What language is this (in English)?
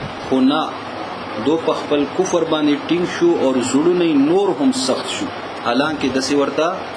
Pashto